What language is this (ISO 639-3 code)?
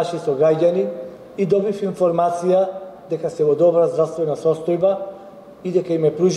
mkd